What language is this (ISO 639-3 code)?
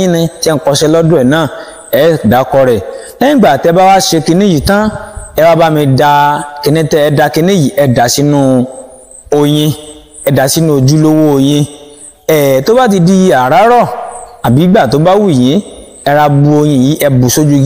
yor